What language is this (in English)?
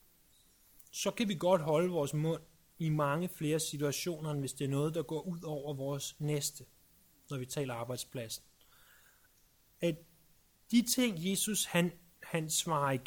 Danish